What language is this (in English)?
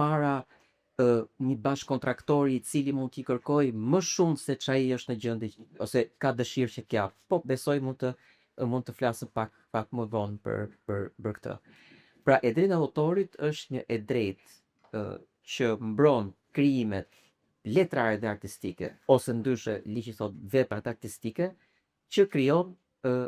Albanian